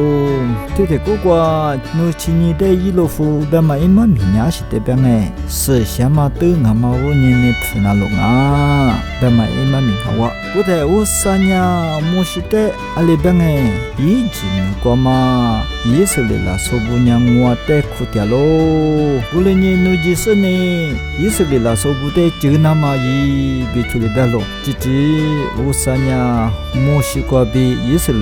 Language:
Lisu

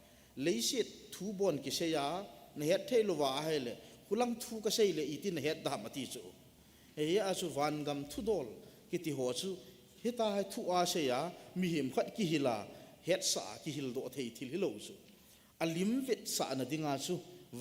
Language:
Thado Chin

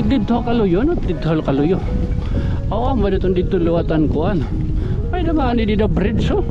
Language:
Waray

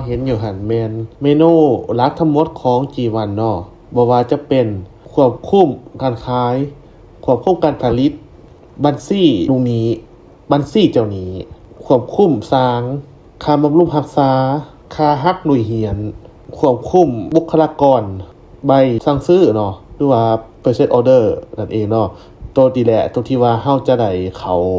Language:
Lao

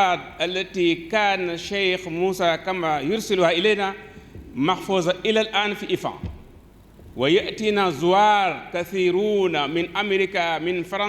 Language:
Fula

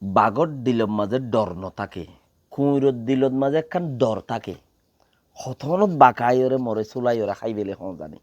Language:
Rohingya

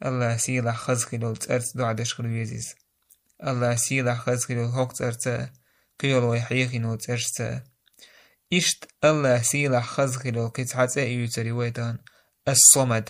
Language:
Chechen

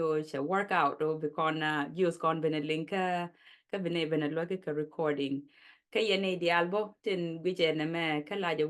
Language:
Nuer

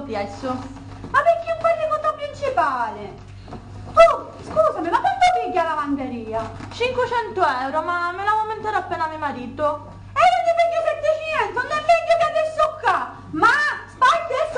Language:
Sicilian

